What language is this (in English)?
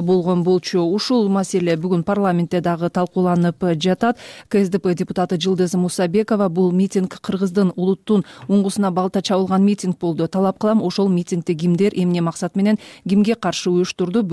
Kyrgyz